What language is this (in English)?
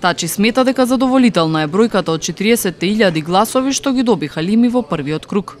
Macedonian